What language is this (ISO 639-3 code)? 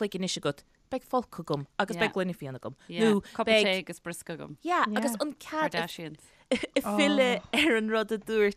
gle